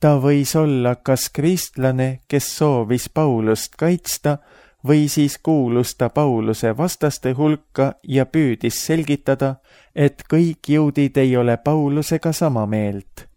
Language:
Estonian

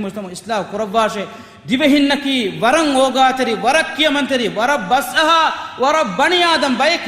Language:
Divehi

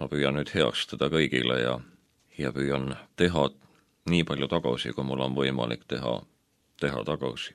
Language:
Estonian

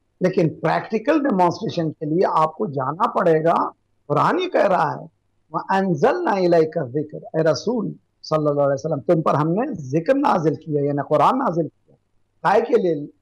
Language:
Urdu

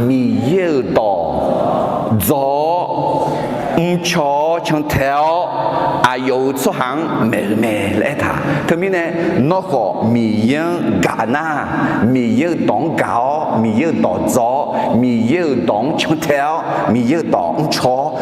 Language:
Akha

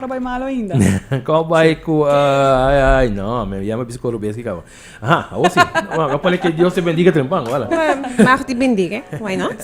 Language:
Papiamento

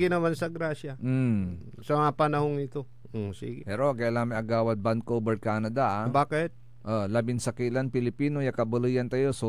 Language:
Pangasinan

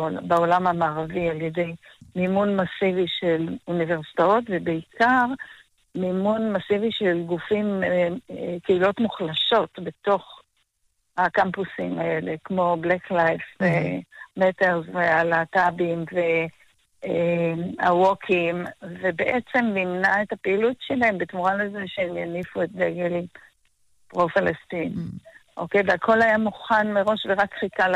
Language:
Hebrew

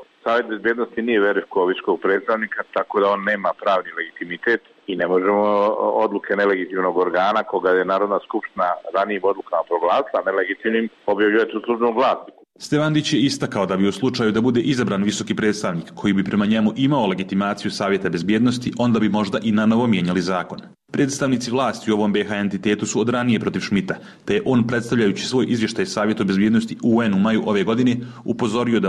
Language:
Serbian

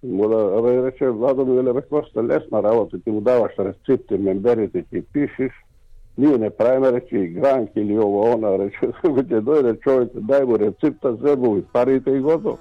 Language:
Macedonian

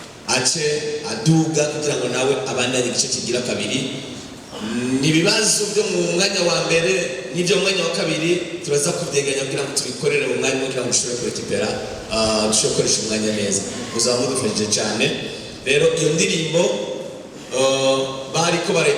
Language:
Rundi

